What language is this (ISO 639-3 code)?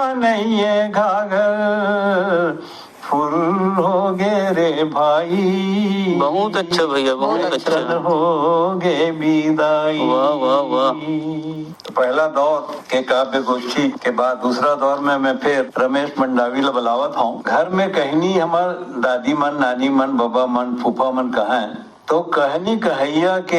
hne